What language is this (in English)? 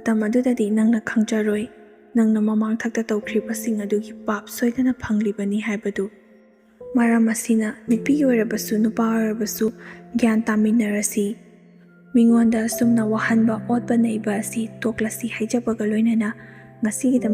Manipuri